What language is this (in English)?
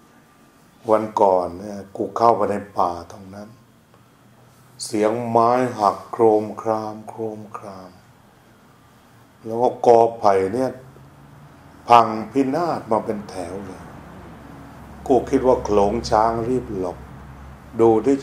Thai